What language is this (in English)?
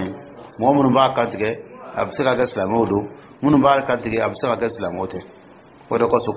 Dyula